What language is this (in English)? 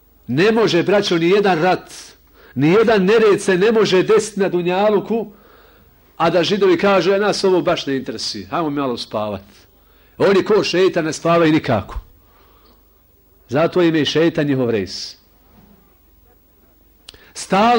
Bosnian